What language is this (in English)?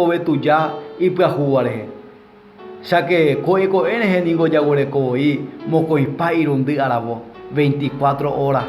Guarani